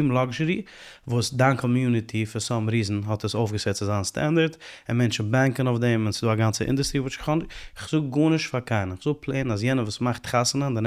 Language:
Yiddish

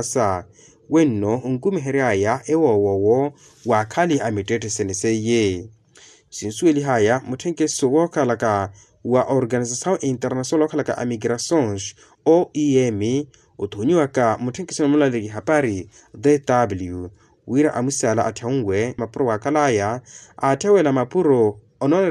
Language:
Makhuwa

